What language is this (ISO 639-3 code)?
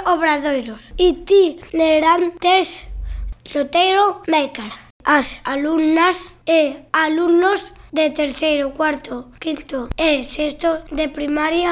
glg